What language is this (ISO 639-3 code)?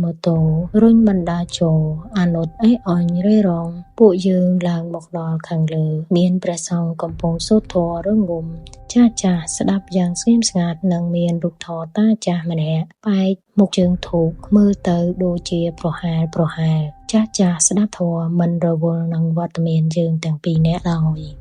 khm